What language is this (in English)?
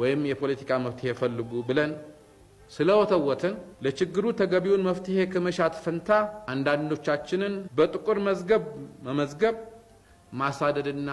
Amharic